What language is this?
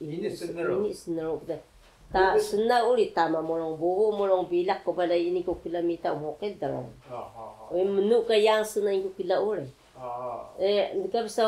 Taroko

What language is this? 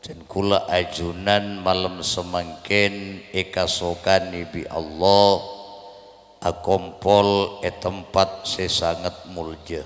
Madurese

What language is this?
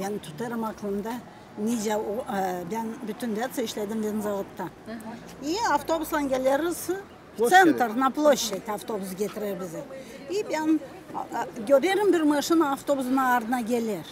Gagauz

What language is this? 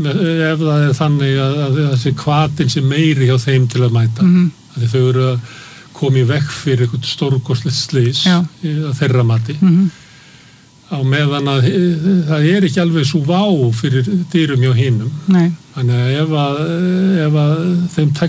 Icelandic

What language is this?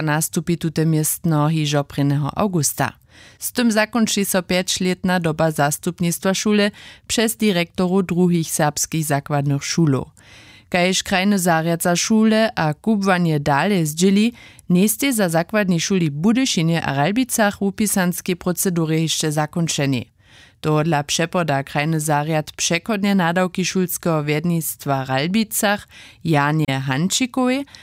Upper Sorbian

